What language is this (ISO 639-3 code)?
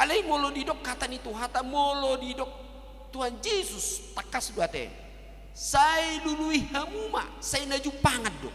bbc